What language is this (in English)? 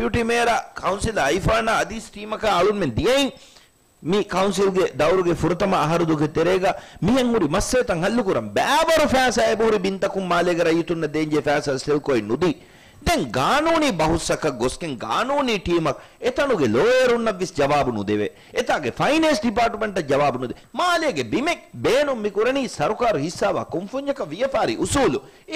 Divehi